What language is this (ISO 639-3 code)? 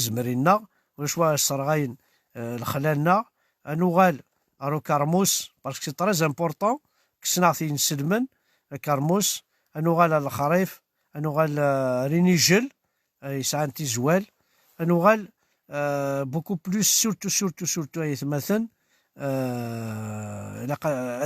kab